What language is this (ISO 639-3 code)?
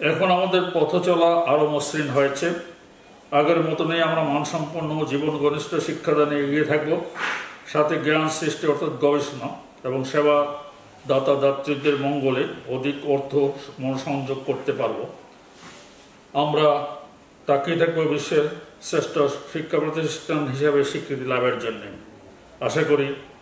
ben